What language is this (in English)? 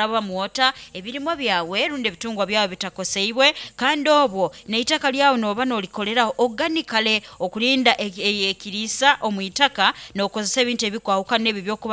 Nyoro